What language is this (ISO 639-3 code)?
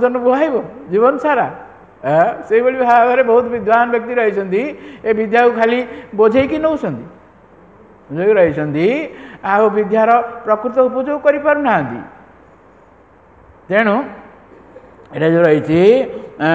ori